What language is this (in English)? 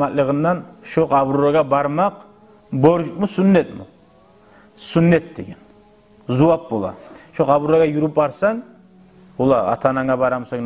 Kumyk